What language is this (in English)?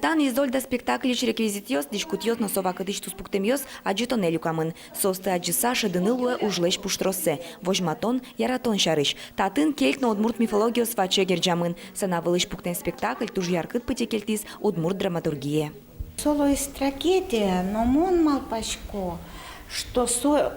Udmurt